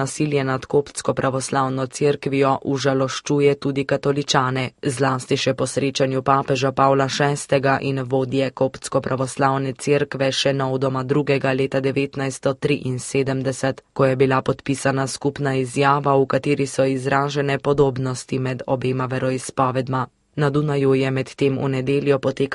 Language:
Slovenian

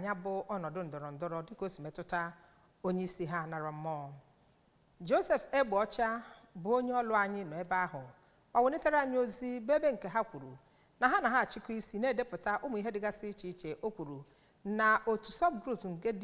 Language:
Igbo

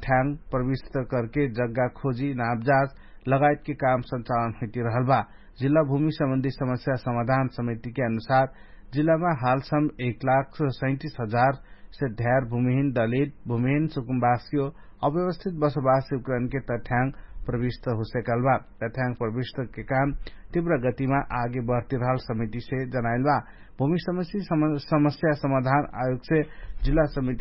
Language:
Dangaura Tharu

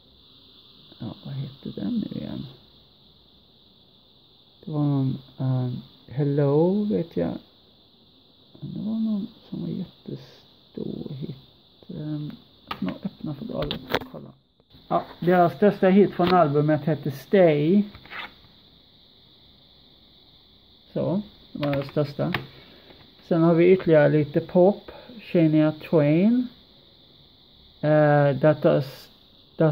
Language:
Swedish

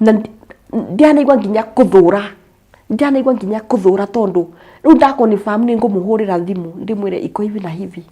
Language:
Kikuyu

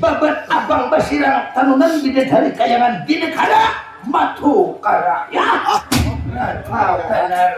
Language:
Banjar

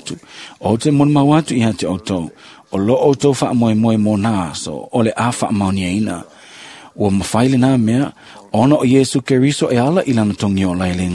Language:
Samoan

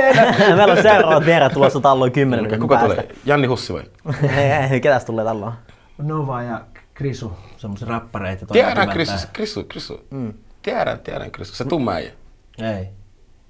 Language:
Finnish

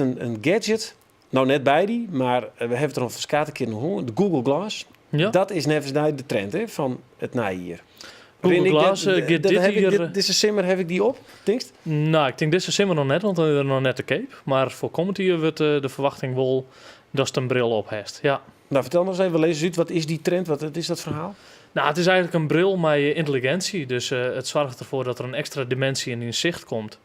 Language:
Western Frisian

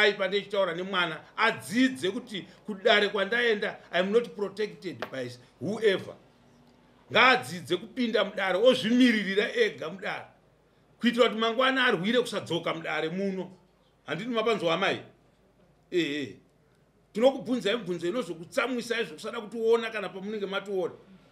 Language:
Shona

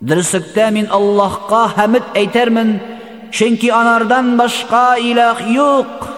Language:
Tatar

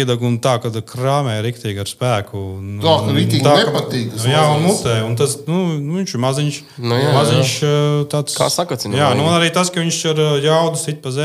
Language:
Latvian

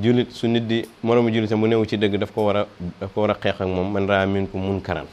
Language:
Wolof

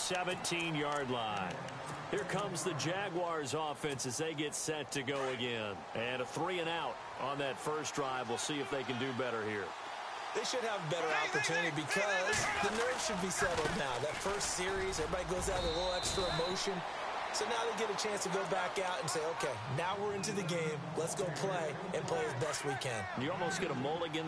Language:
English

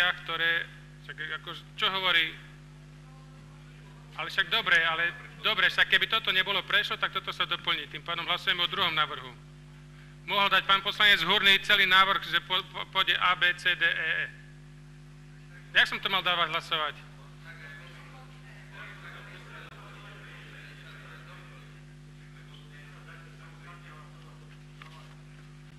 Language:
Slovak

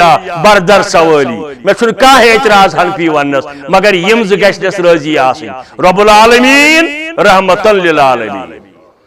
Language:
Kashmiri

